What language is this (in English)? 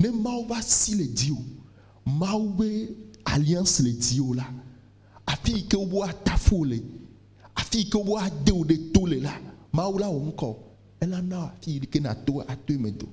Ewe